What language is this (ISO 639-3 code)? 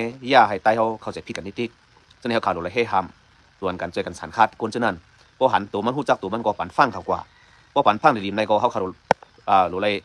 shn